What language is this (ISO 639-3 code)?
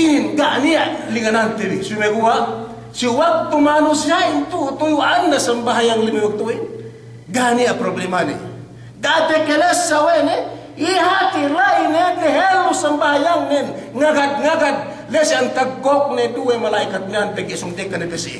yka